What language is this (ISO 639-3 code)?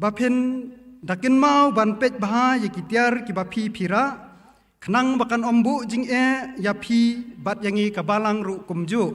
kha